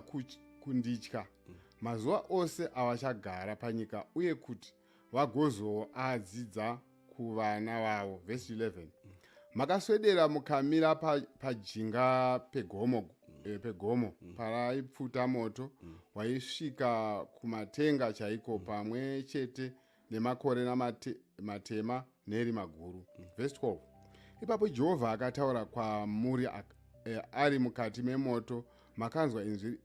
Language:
Shona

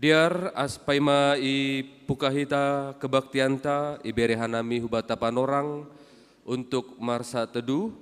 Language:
Batak Simalungun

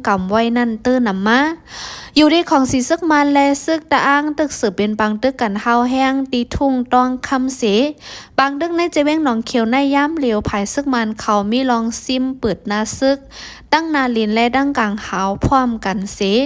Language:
Shan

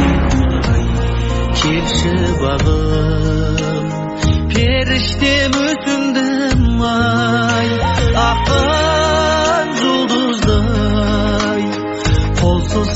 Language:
Kazakh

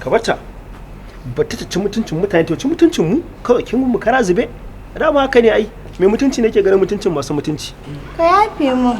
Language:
Hausa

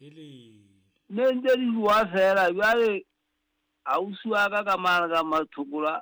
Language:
Southern Sotho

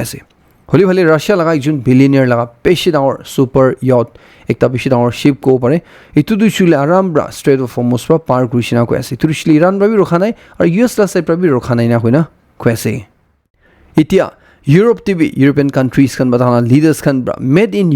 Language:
Naga Pidgin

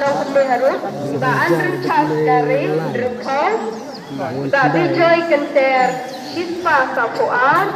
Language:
Khasi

